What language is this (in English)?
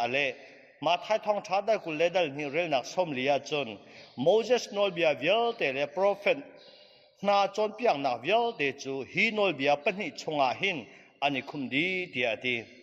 Hakha Chin